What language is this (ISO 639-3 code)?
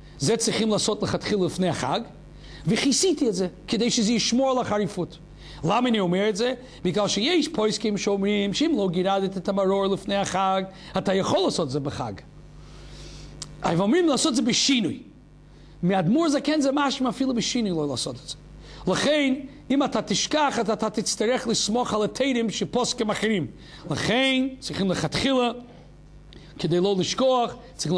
heb